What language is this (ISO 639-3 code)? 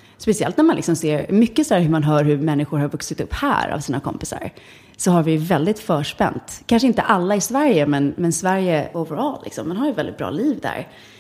swe